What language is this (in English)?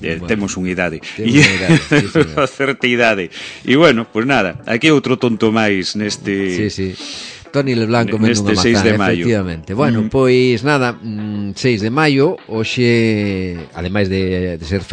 Galician